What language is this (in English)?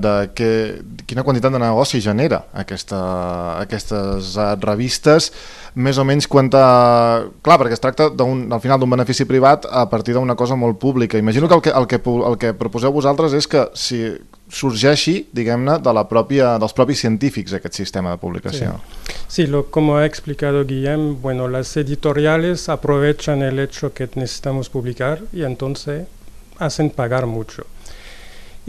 Catalan